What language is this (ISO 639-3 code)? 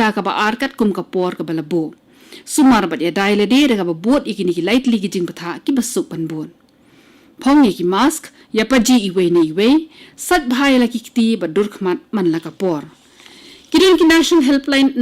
kha